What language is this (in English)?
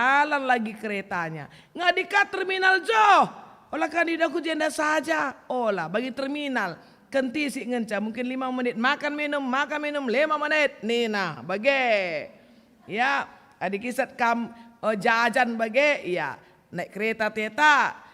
Batak Karo